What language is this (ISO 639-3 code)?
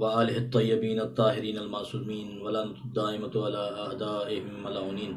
snd